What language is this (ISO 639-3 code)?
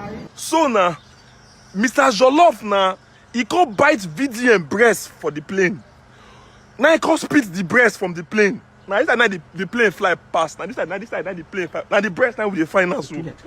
pcm